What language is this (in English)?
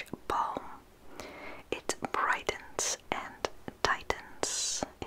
Dutch